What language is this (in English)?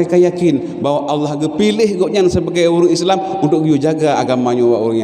Achinese